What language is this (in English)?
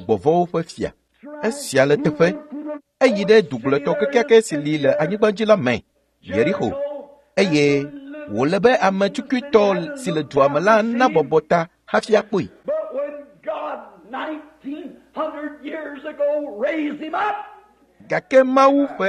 Ewe